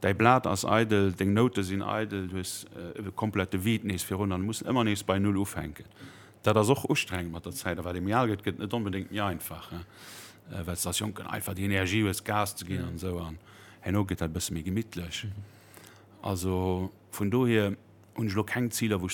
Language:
Luxembourgish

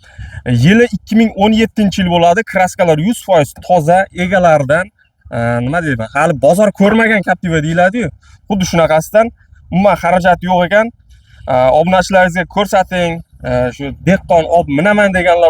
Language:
Uzbek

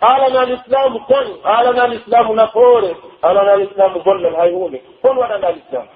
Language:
Pular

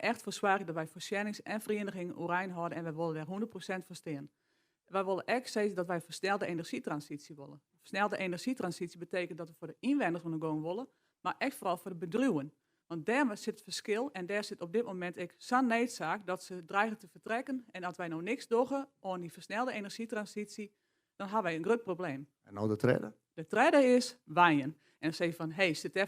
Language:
Western Frisian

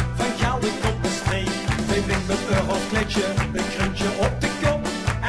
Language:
Limburgish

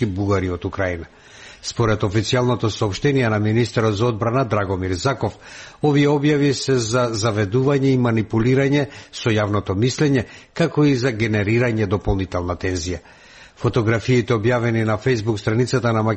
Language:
Macedonian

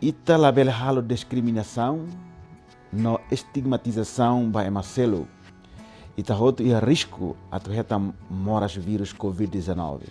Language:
Tetum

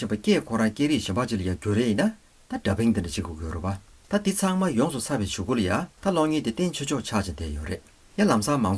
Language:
Tibetan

